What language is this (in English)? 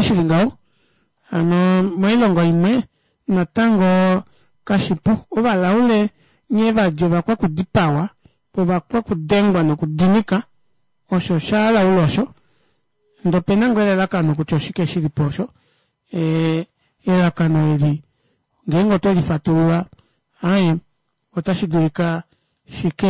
Kuanyama